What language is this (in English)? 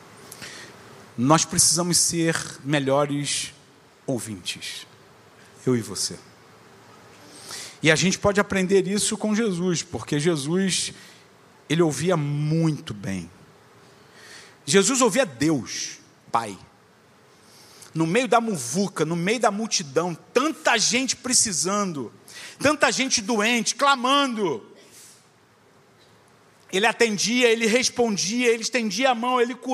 Portuguese